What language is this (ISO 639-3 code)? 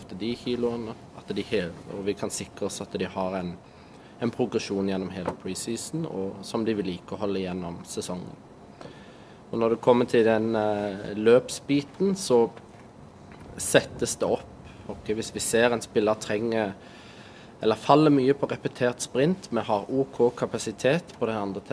nor